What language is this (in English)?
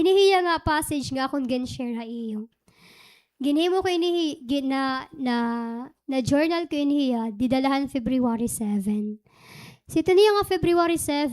Waray